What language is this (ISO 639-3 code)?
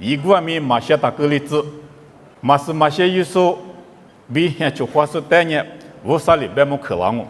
lis